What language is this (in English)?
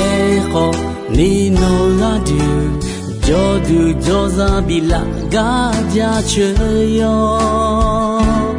Akha